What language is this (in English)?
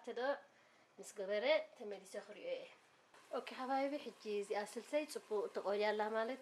Tigrinya